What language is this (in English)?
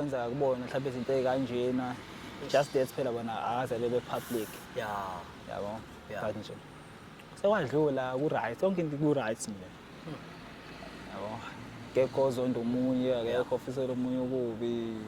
Zulu